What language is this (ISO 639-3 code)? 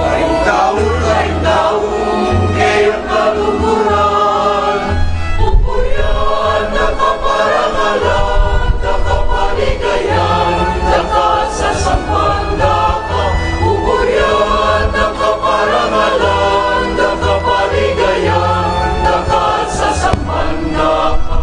pam